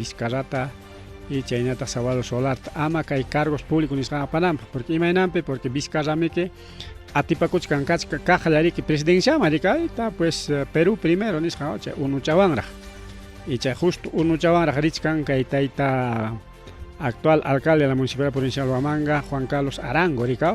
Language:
Ayacucho Quechua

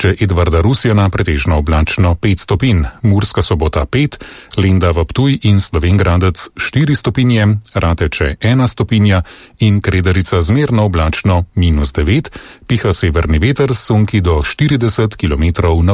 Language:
Slovenian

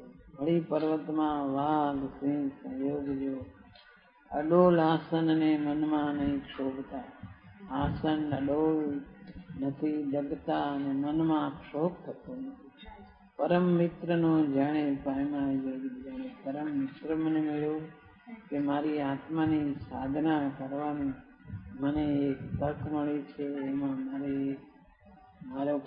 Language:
Gujarati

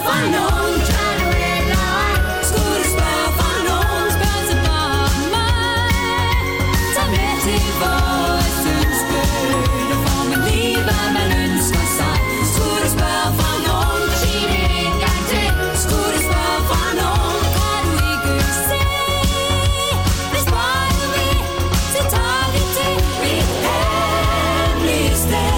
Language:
Danish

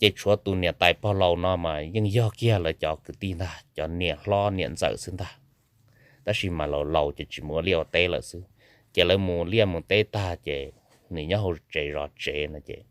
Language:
Hmong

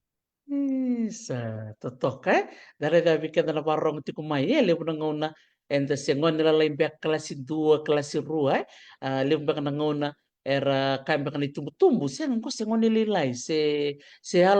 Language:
Fijian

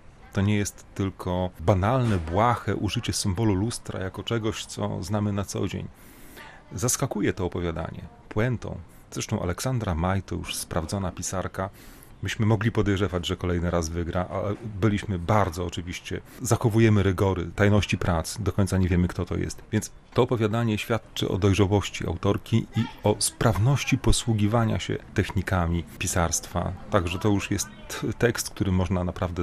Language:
Polish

